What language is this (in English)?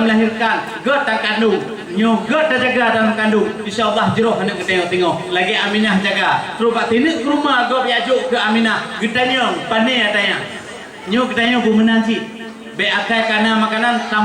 Achinese